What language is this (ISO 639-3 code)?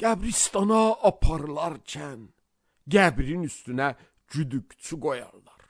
aze